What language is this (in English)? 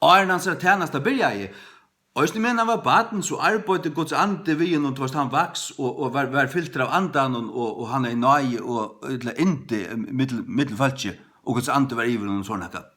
Faroese